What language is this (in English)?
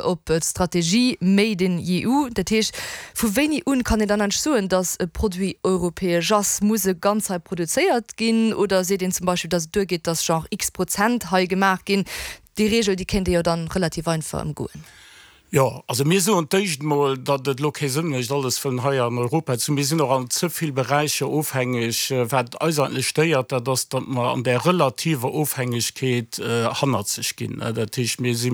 Luxembourgish